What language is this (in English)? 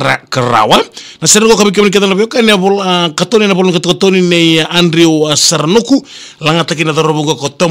Fijian